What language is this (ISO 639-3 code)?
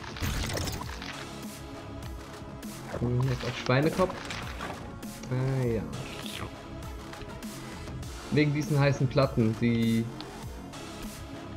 deu